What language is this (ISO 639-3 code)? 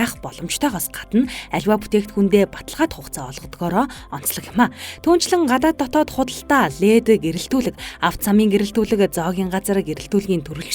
mon